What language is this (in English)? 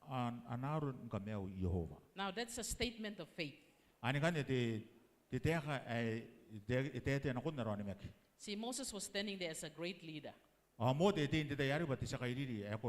Gilbertese